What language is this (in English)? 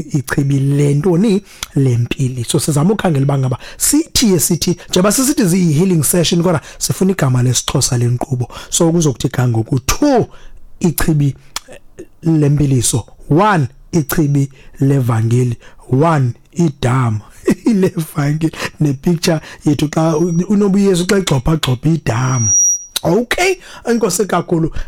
Xhosa